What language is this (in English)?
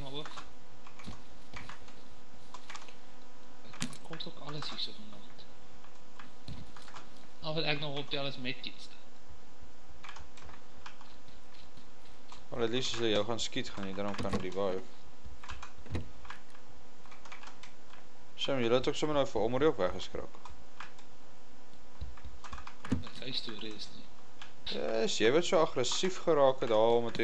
Afrikaans